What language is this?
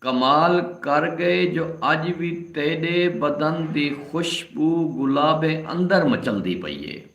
Saraiki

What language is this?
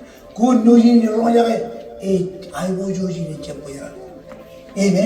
Marshallese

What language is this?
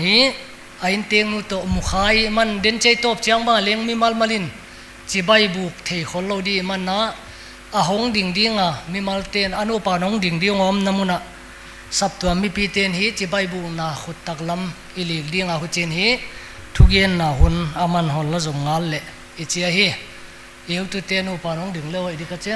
Paite Chin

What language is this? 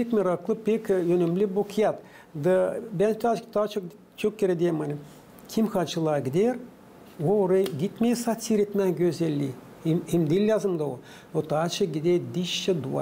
Gagauz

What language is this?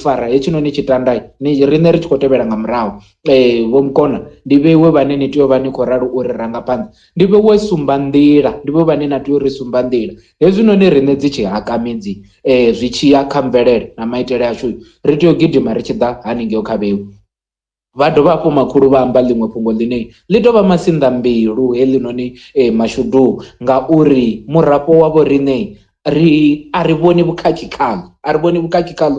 Venda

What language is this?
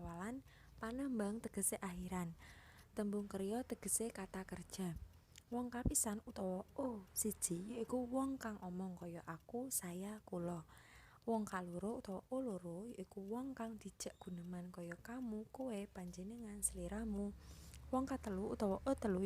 Javanese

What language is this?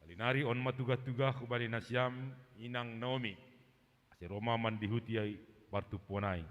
Batak Simalungun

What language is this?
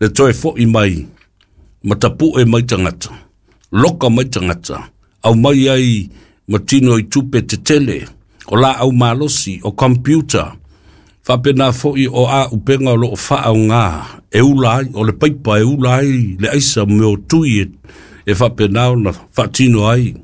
Samoan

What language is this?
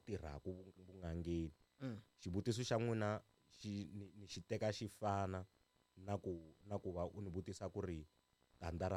Tsonga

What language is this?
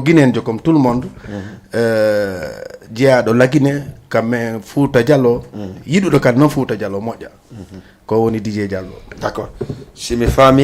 Fula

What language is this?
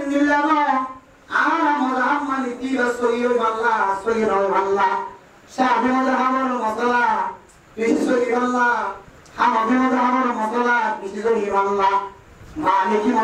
Rohingya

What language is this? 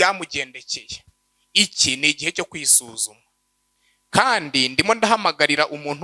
Kinyarwanda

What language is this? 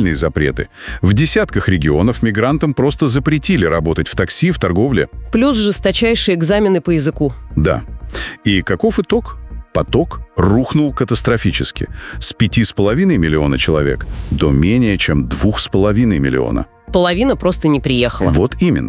Russian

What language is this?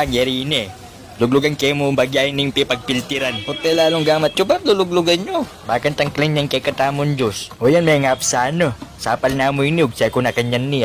Pampanga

